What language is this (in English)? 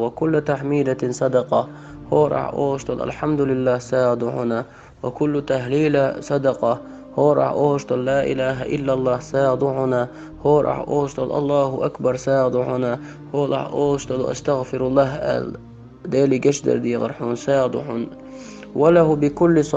Chechen